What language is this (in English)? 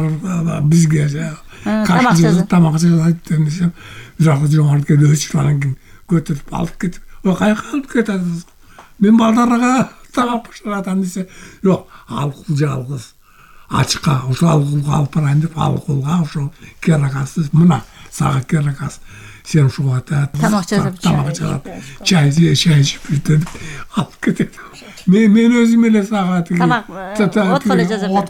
Kyrgyz